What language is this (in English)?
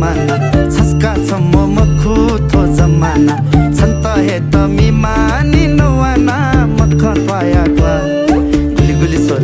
Newari